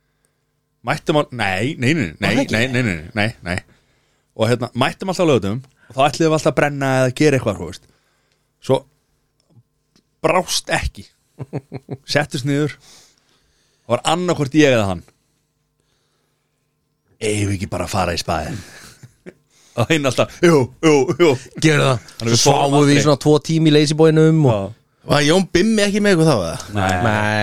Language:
Icelandic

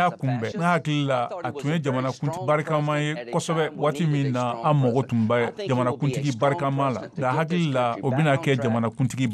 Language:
Bambara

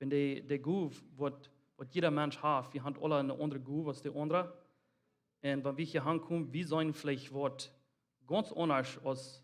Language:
Plautdietsch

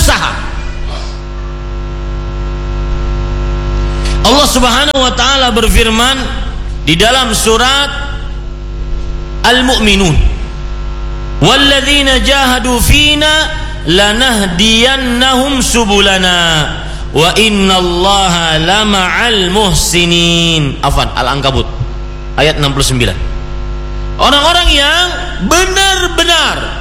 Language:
Indonesian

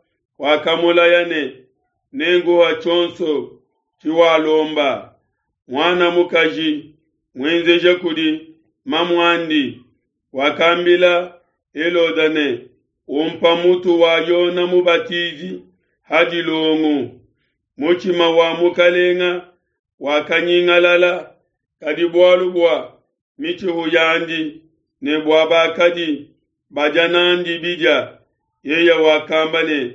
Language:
Luba-Lulua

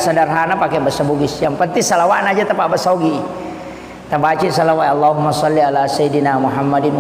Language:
Buginese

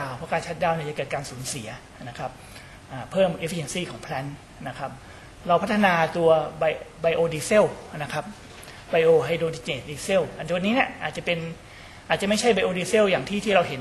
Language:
Thai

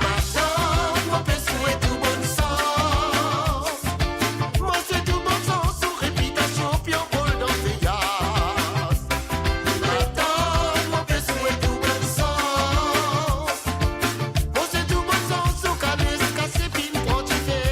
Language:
Morisyen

